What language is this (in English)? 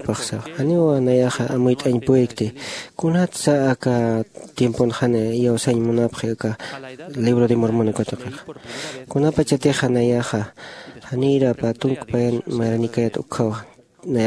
Aymara